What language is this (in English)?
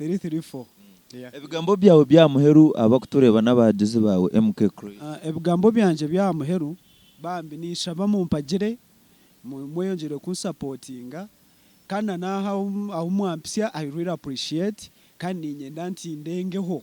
Nyankole